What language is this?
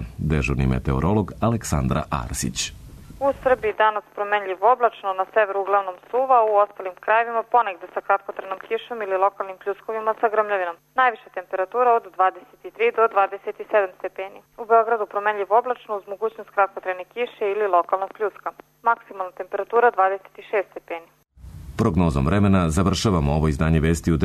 Serbian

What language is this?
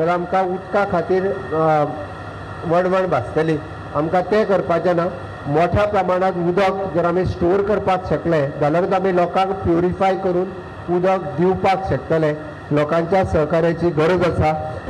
Konkani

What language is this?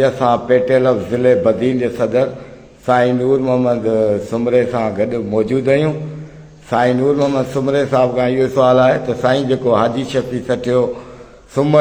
Sindhi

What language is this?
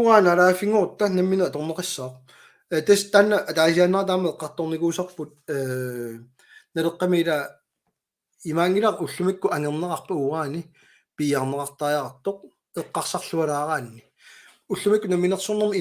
Kalaallisut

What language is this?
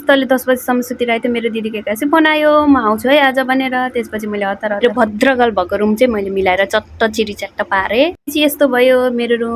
Nepali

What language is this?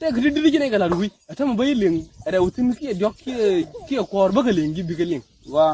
Nuer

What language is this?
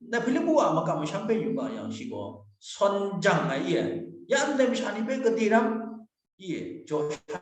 Kachin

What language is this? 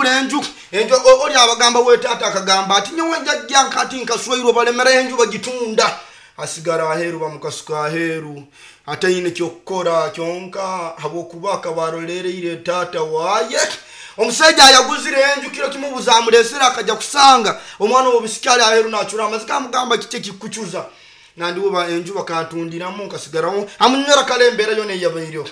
Nyoro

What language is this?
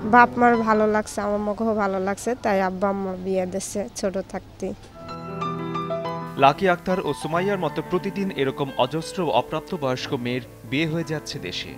Bangla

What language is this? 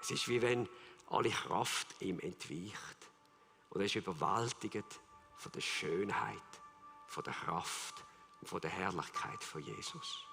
Swiss German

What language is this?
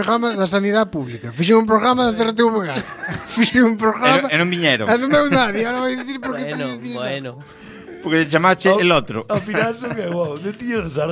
Galician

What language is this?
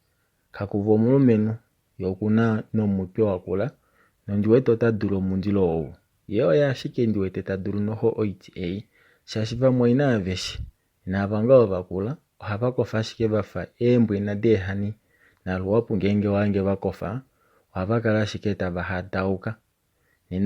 Kuanyama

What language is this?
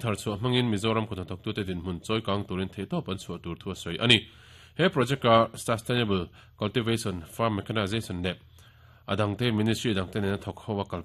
Mizo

